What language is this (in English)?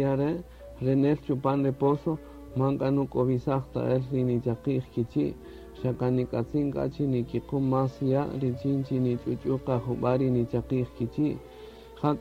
Kaqchikel